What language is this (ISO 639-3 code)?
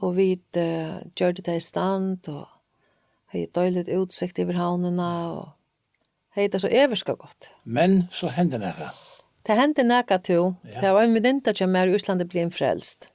fao